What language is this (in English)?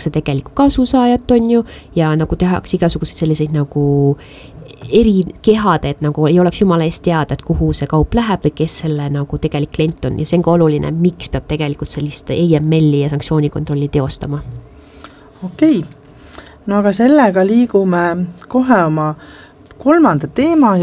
Estonian